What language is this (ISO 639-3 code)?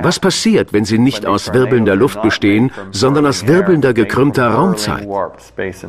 deu